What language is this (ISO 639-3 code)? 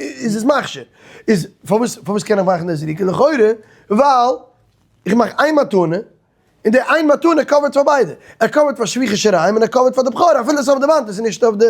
yid